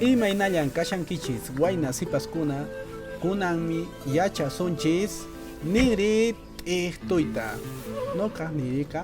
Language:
Quechua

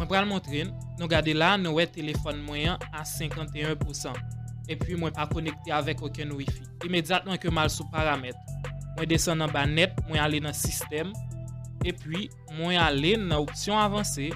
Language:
Haitian Creole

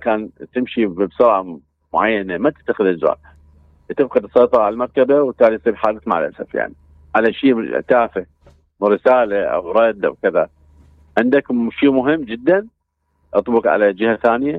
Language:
Mesopotamian Arabic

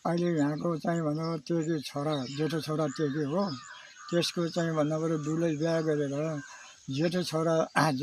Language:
Nepali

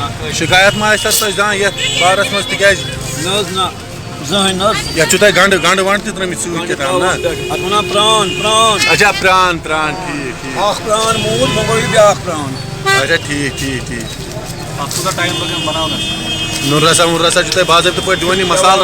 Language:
Kashmiri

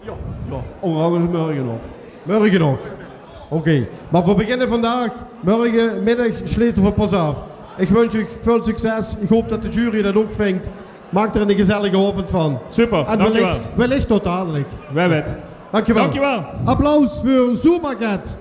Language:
Limburgish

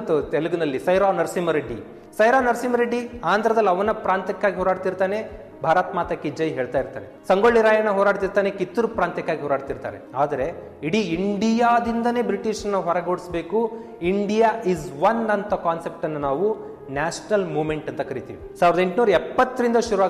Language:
Kannada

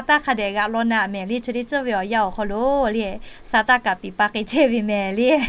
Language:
Lahu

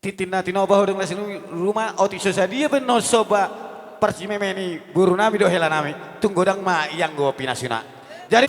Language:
Batak Toba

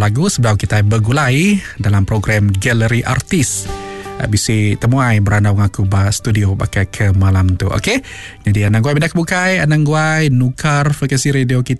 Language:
Iban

